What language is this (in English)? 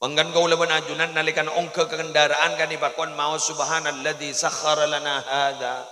Madurese